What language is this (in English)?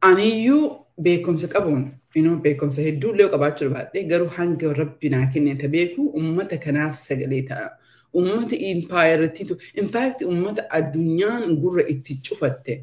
Oromo